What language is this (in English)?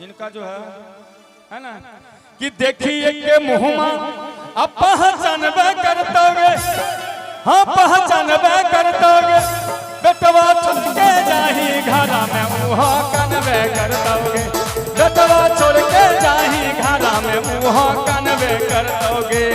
Magahi